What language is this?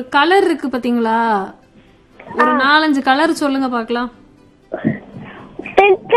Tamil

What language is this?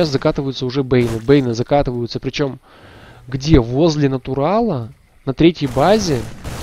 Russian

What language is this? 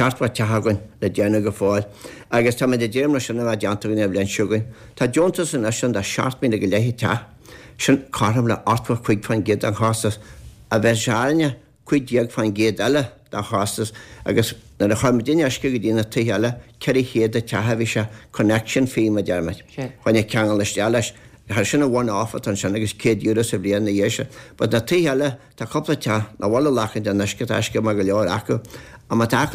Irish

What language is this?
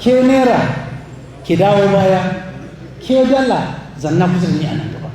Hausa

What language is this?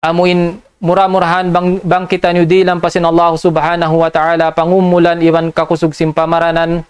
Tausug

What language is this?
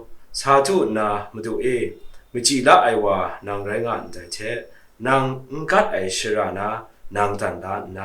Kachin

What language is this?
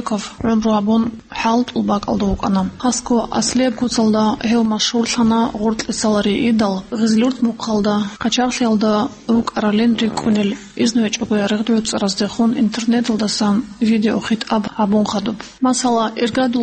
Avaric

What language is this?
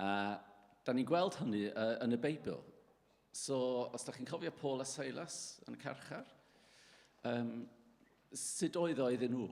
Welsh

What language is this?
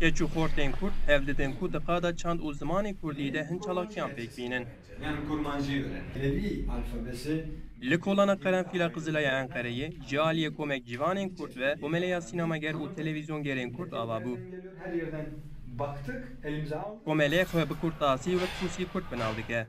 Kurdish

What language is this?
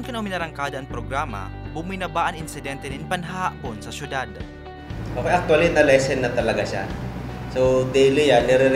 Bikol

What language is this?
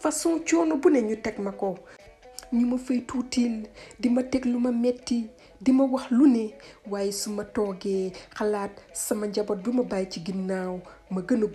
Wolof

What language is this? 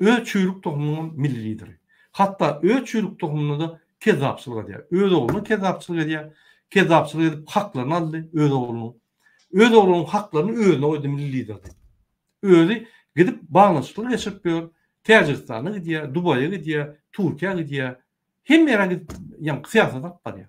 Turkmen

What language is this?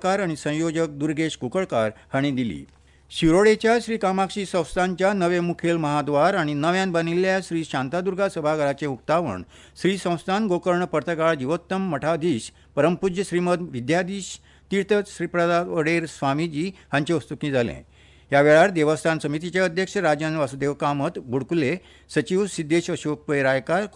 Konkani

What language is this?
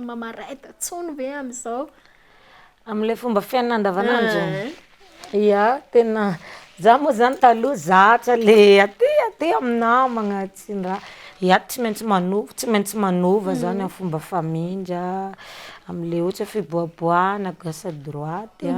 Malagasy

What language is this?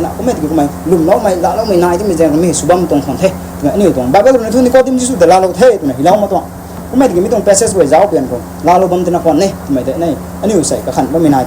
Rongmei Naga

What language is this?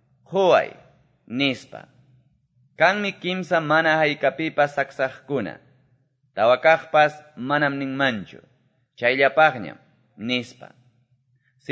Quechua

